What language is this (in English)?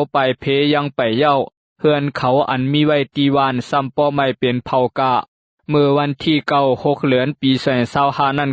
Shan